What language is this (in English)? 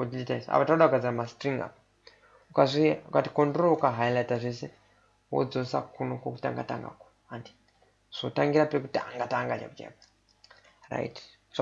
Shona